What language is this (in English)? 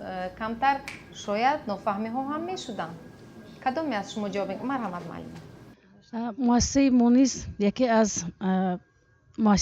Tajik